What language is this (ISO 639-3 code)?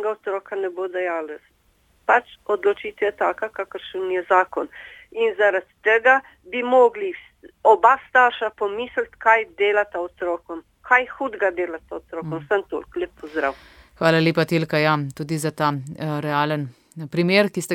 slv